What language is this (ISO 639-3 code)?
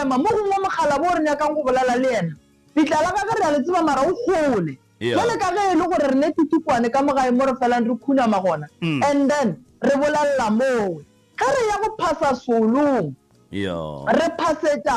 nso